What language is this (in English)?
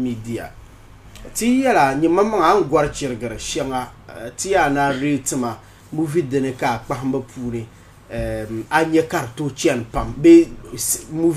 Dagbani